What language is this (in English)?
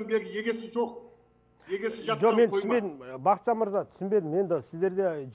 Kazakh